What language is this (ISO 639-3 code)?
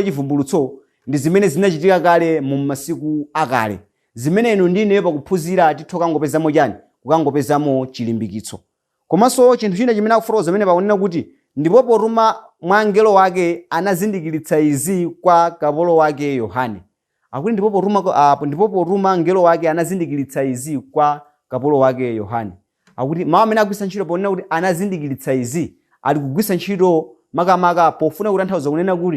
nya